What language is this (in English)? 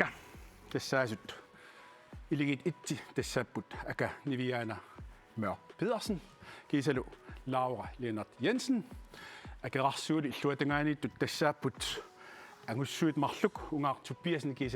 Kalaallisut